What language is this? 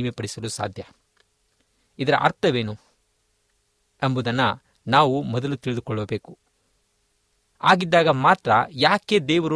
Kannada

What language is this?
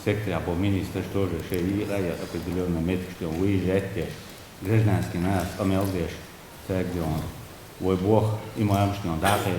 Chechen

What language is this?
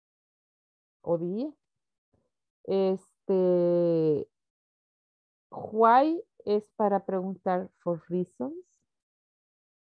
Spanish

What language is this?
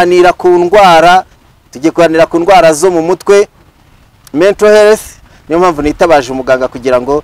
Kinyarwanda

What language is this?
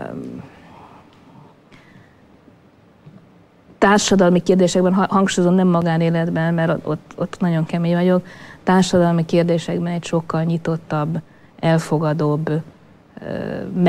Hungarian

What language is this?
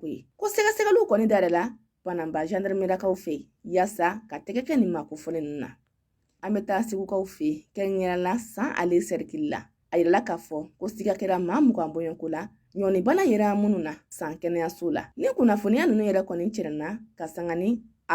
Bambara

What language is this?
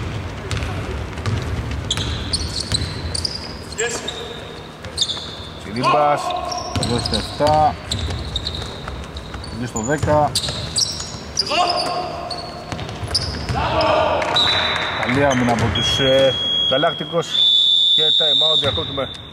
Greek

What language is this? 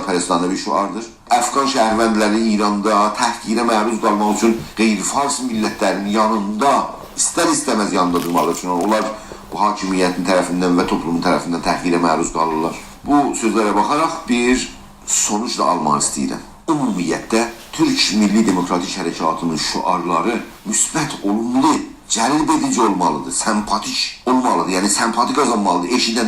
South Azerbaijani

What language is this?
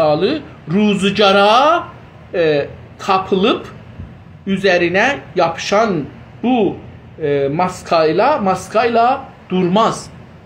South Azerbaijani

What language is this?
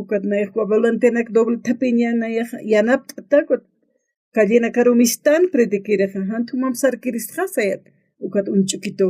Aymara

